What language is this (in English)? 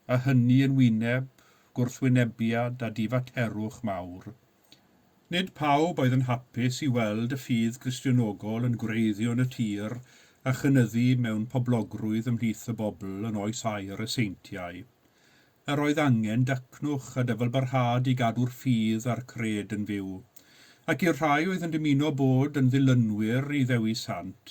Welsh